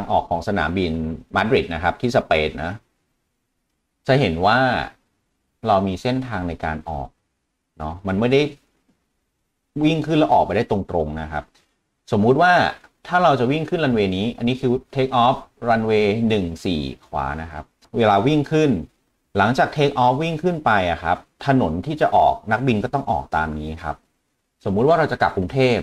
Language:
Thai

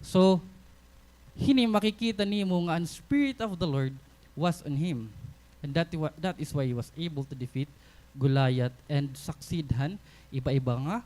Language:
Waray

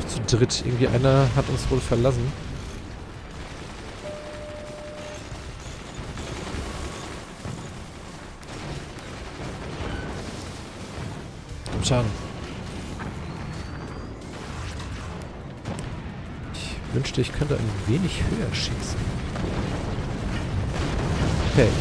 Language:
German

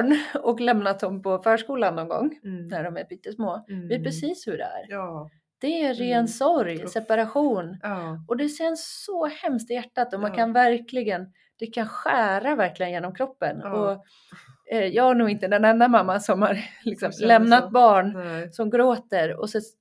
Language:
Swedish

